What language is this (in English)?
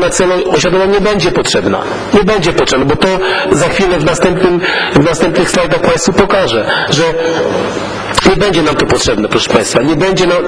Polish